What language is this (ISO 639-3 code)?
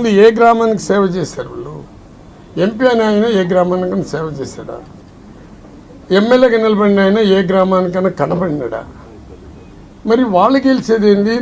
tel